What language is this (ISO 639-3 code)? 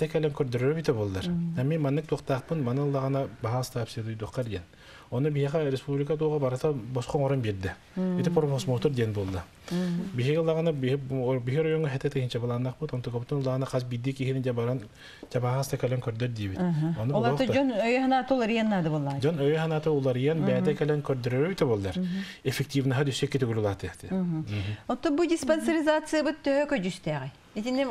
sah